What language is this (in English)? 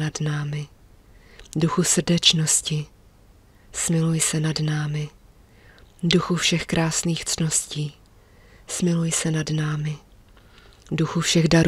Czech